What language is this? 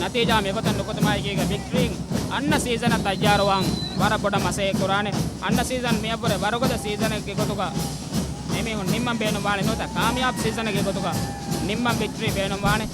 Divehi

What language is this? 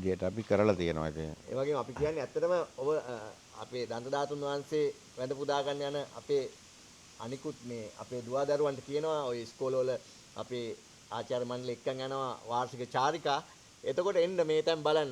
Sinhala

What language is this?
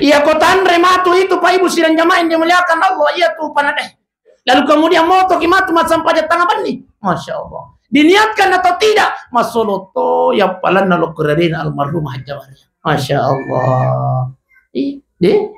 Buginese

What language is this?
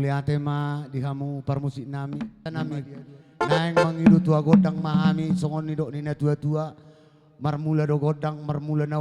Batak Toba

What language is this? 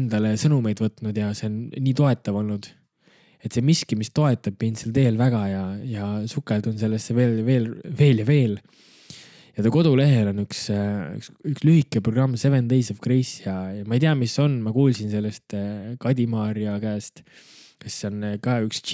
Estonian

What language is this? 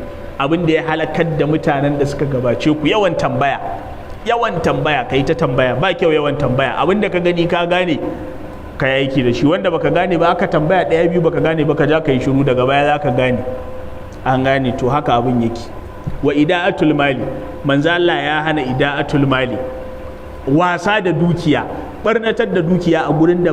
Hausa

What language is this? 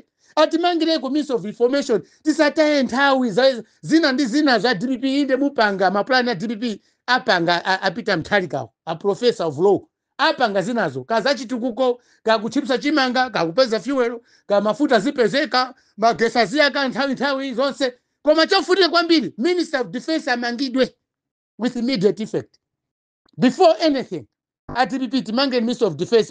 Nyanja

